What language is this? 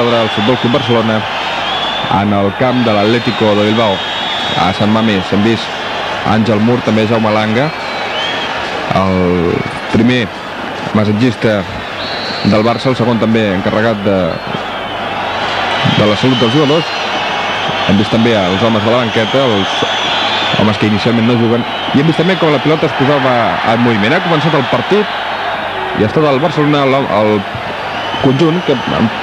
Catalan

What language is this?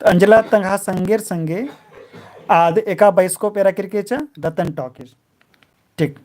Kurukh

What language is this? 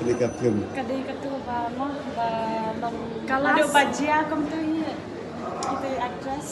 Khasi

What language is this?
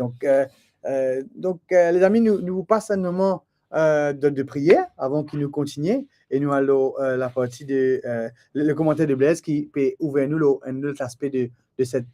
Morisyen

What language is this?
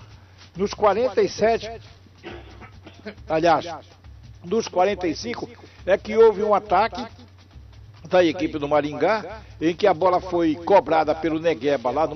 Portuguese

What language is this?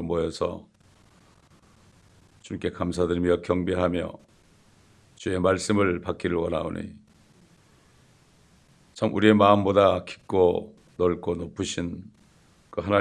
Korean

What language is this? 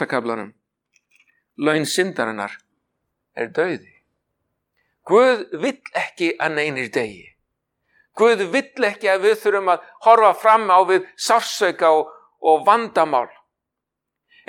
Icelandic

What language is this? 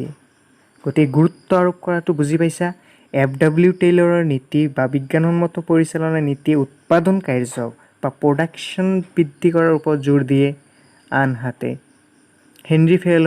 Assamese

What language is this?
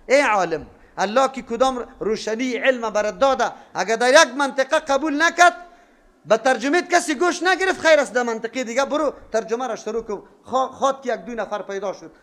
Persian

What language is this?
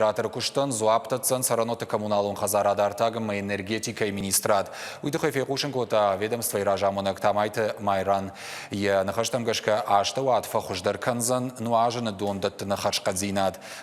Ossetic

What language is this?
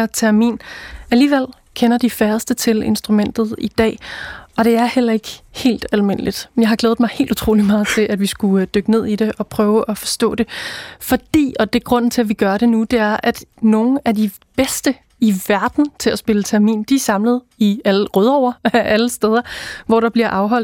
Danish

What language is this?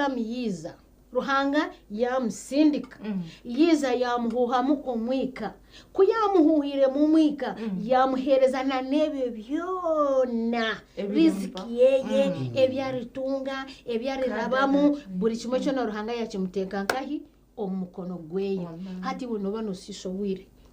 Nyankole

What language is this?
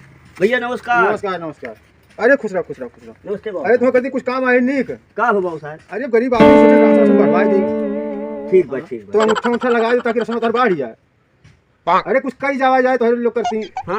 Awadhi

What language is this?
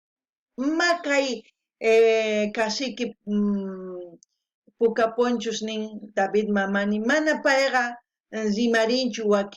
South Bolivian Quechua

